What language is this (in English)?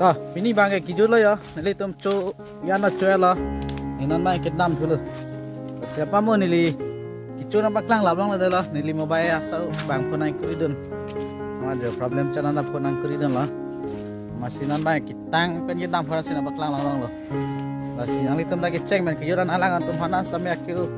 Karbi